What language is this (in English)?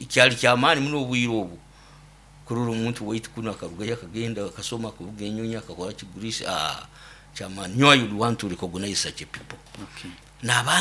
Nyoro